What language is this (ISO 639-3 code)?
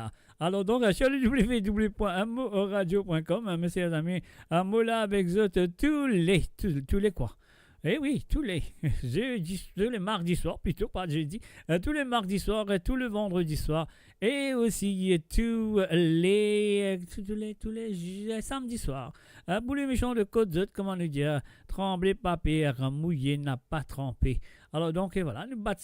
mfe